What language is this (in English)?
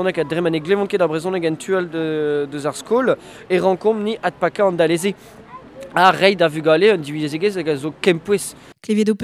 Breton